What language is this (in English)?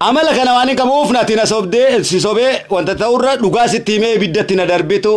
Oromo